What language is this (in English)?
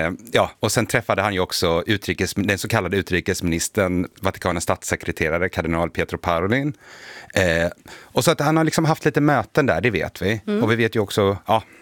Swedish